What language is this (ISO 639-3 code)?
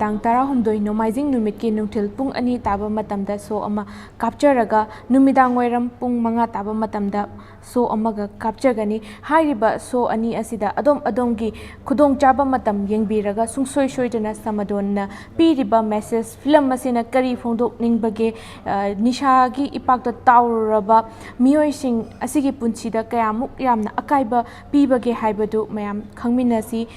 mni